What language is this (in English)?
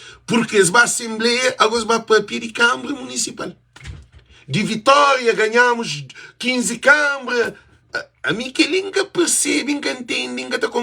Kabuverdianu